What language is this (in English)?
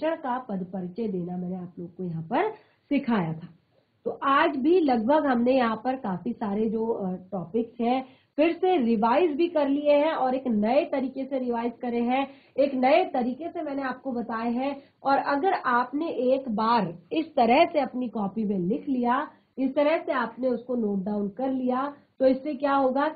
Hindi